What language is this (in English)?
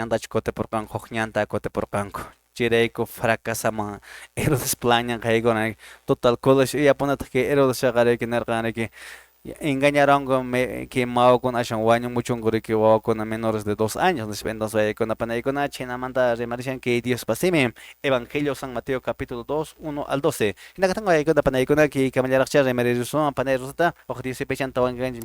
Quechua